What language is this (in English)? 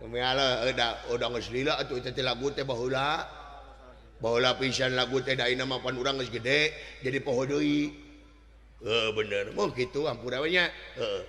Sundanese